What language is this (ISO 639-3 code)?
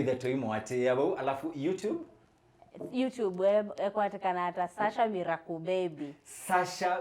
kam